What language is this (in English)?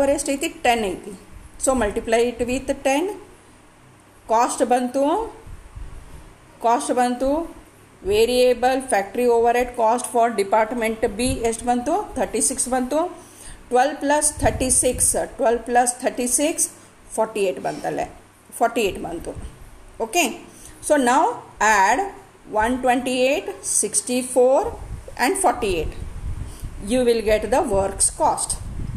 Kannada